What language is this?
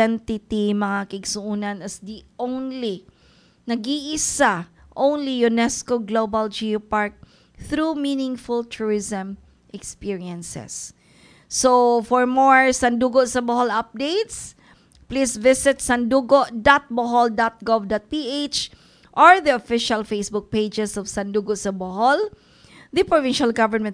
Cebuano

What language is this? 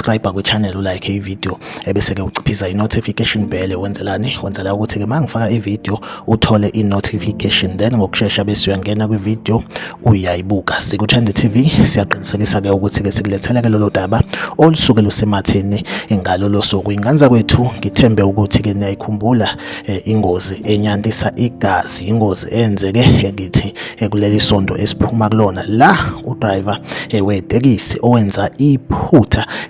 Zulu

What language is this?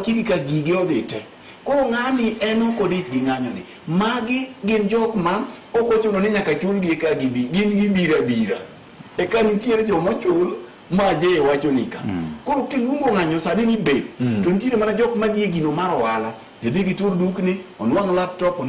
Luo (Kenya and Tanzania)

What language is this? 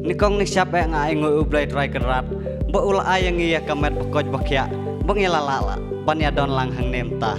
Khasi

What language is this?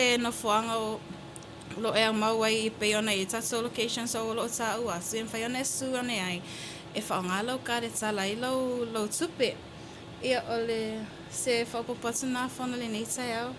Samoan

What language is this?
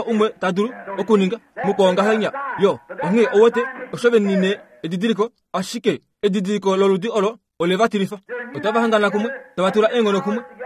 Kuanyama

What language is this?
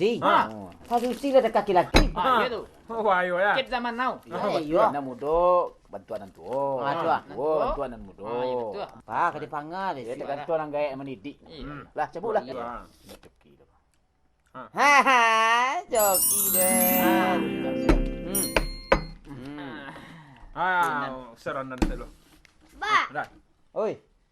Minangkabau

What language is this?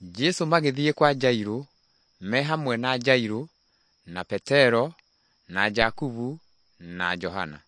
Kikuyu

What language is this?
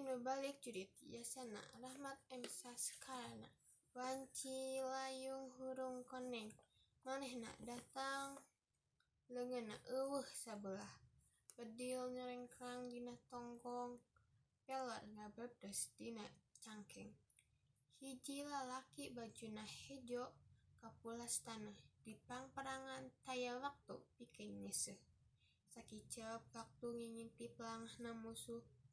Sundanese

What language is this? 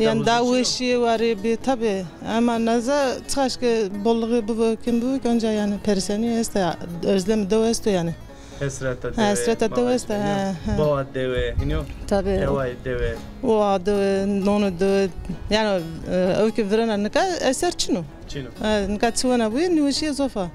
Zaza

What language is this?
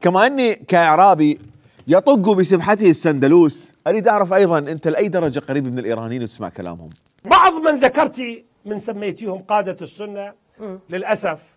Mesopotamian Arabic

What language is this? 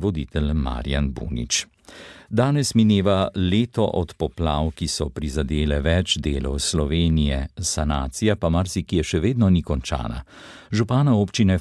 Slovenian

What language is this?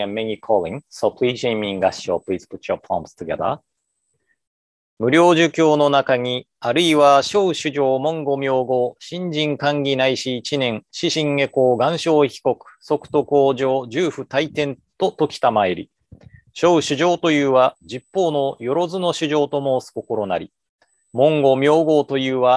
Japanese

